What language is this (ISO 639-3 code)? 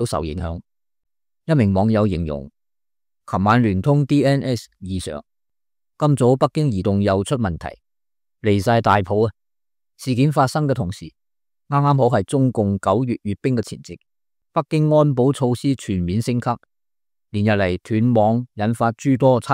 yue